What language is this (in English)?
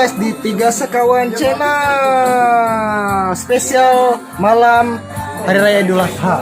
Banjar